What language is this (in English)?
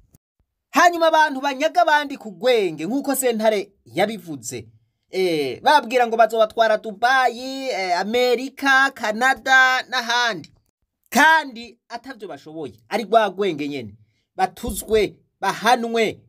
Rundi